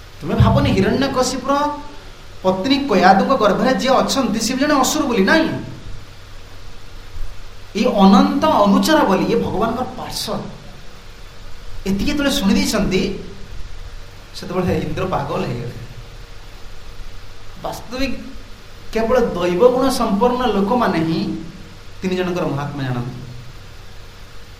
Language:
Odia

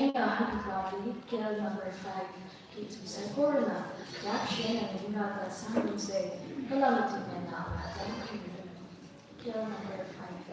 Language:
Tangkhul Naga (India)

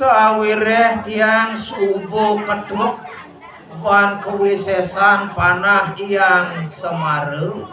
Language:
Balinese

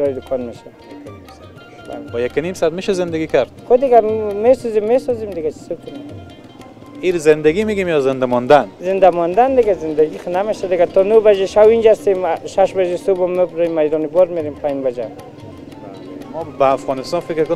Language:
Persian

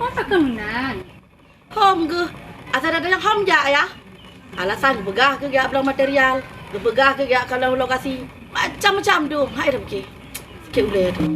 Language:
Achinese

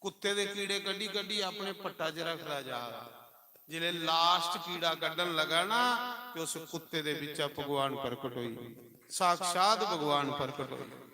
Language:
Dogri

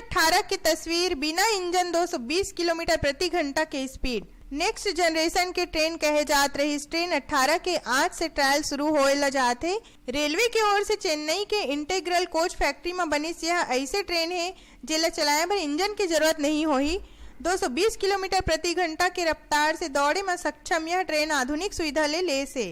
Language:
Chhattisgarhi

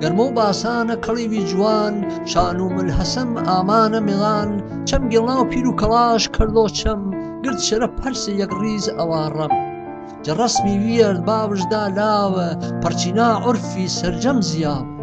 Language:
Gurani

